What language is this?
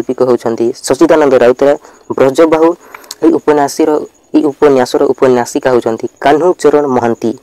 Odia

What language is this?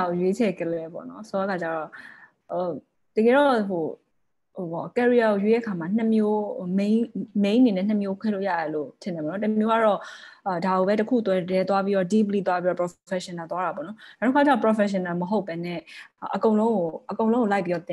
Burmese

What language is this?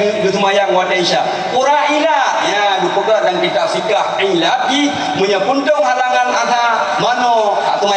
Achinese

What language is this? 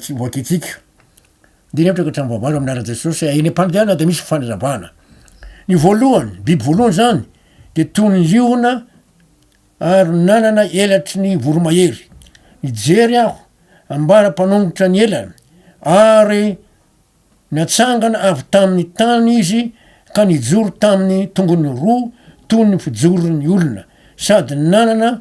Malagasy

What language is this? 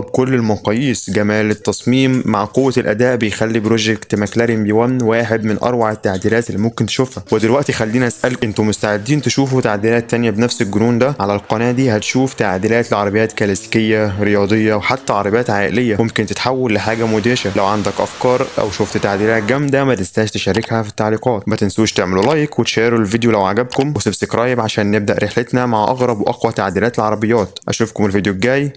Egyptian Arabic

